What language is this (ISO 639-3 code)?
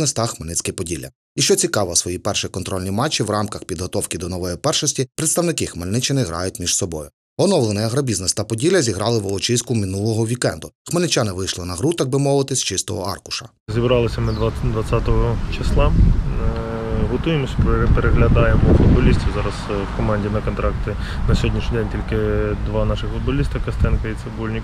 ukr